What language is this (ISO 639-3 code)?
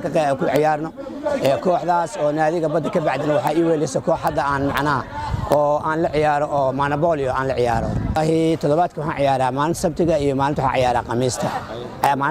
som